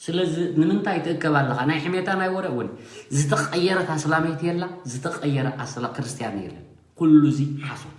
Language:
Tigrinya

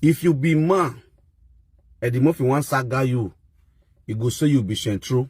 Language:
Nigerian Pidgin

